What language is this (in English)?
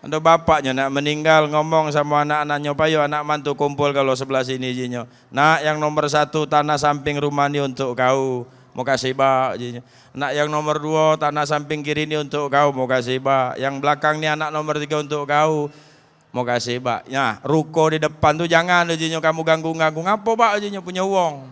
Musi